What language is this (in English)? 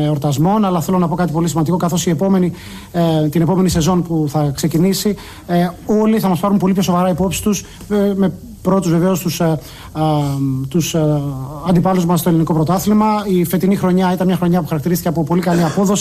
Greek